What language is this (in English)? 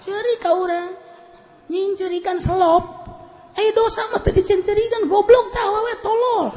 Sundanese